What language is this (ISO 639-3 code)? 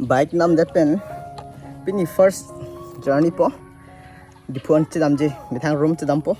mjw